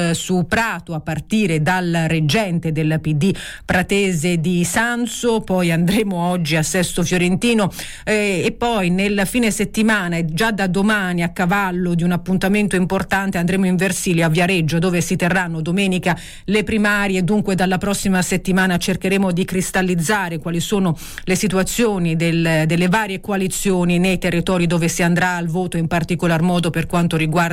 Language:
Italian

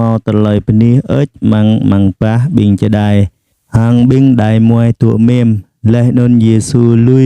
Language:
Jarai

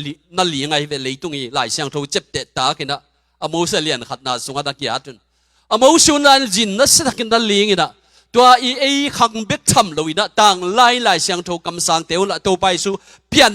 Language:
Tedim Chin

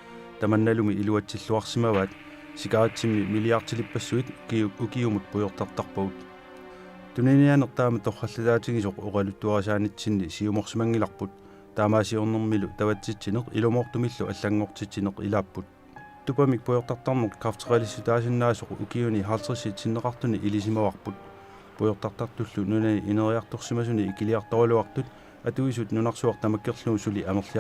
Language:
Kalaallisut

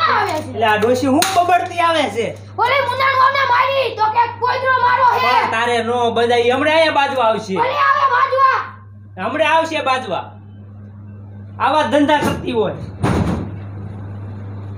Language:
Gujarati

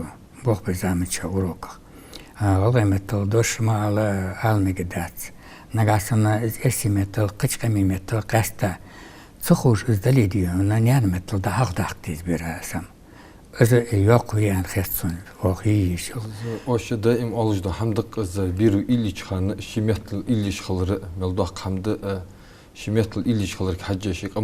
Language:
Ingush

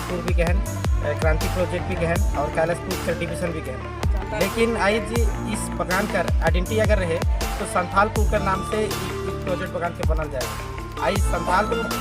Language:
Sadri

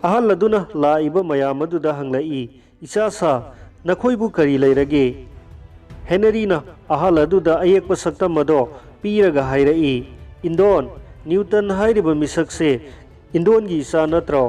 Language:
Manipuri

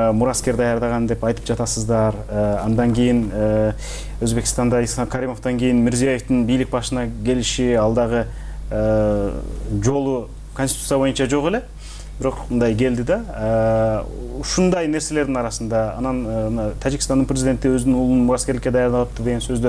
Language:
Kyrgyz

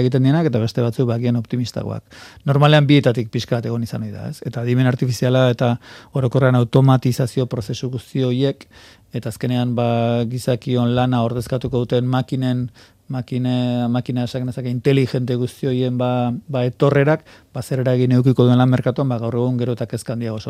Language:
Basque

